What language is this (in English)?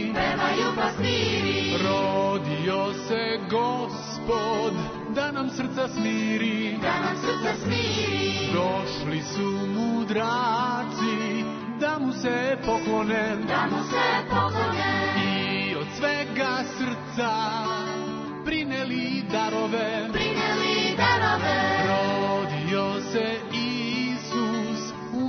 Serbian